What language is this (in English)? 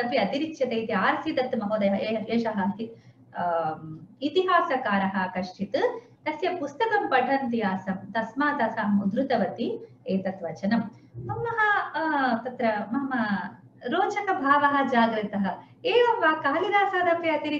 Sanskrit